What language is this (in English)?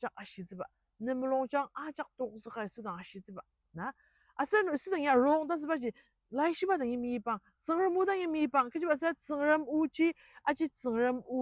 Ao Naga